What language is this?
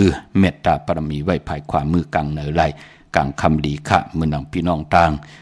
Shan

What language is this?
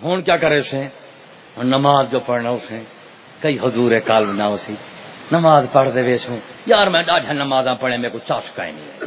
Saraiki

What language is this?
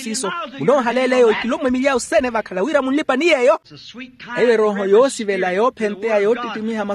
Makhuwa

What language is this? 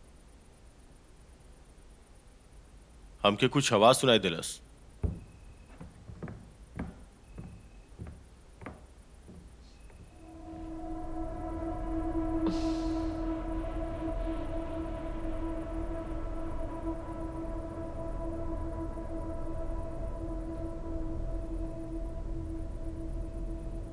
Bhojpuri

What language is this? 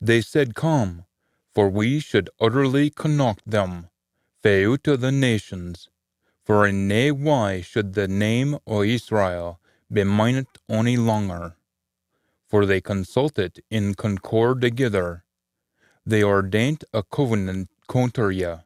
Scots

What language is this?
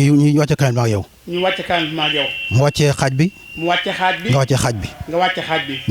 Wolof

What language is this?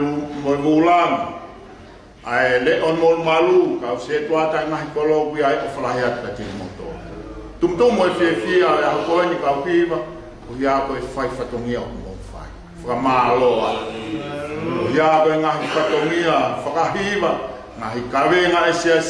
Tongan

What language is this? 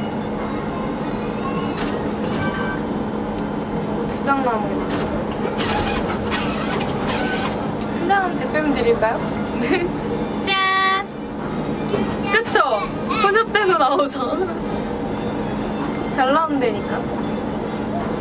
Korean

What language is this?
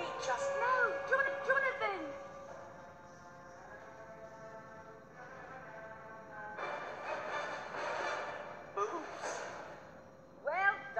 Portuguese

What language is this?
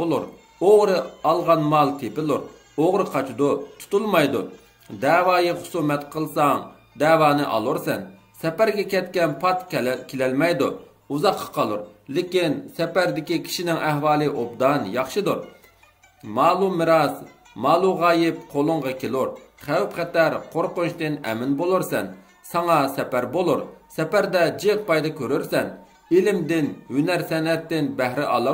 Uyghur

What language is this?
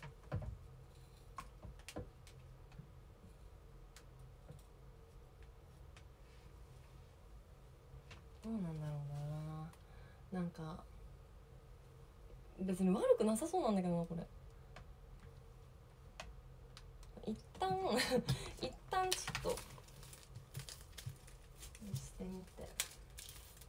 Japanese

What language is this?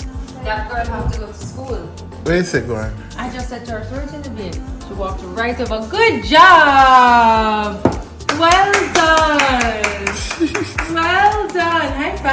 Jamaican Creole English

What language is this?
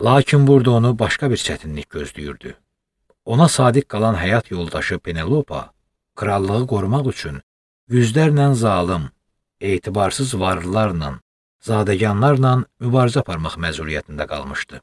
Azerbaijani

